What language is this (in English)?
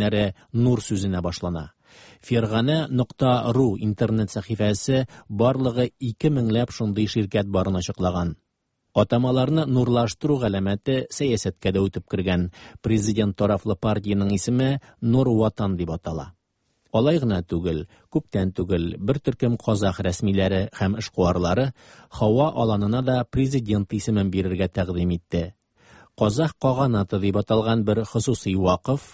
Tatar